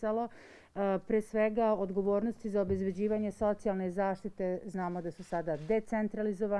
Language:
Serbian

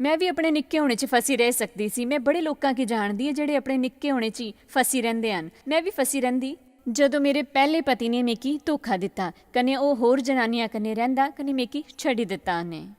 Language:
Dogri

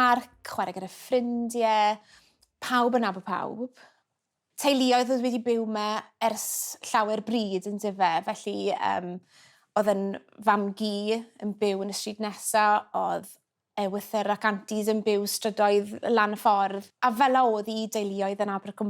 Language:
Welsh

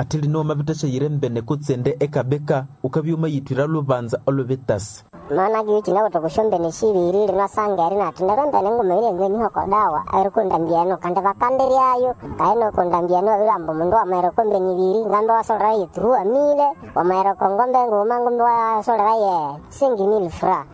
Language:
Nande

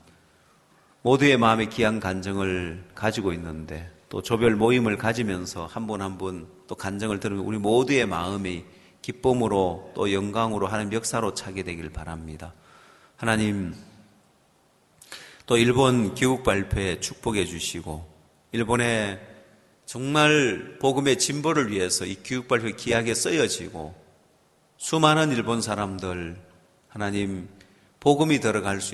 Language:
Korean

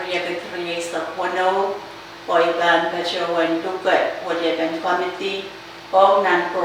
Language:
Pohnpeian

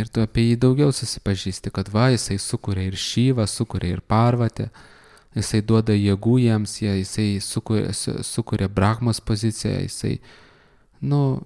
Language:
Lithuanian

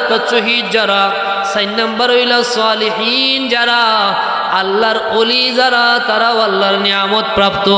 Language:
Sylheti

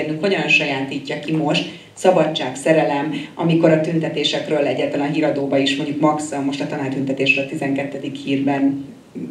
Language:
Hungarian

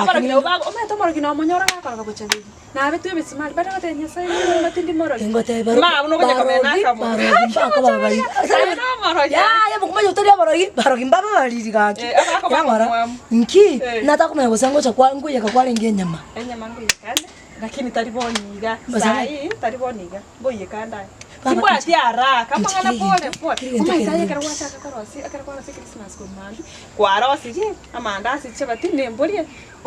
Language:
Gusii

